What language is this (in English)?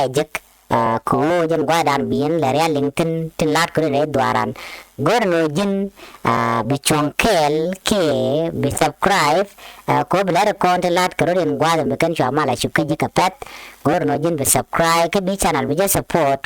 Nuer